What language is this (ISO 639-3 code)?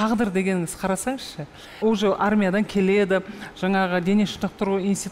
kaz